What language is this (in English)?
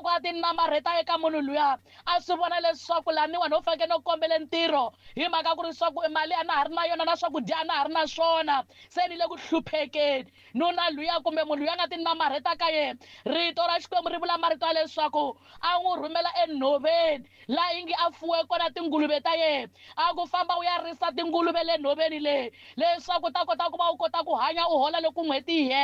Tsonga